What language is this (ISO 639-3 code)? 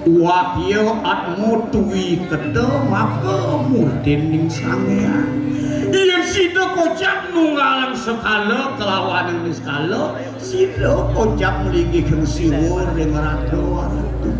ban